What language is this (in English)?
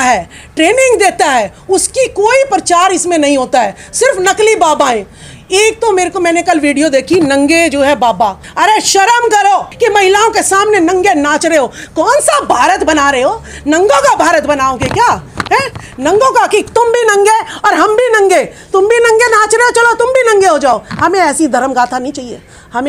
Hindi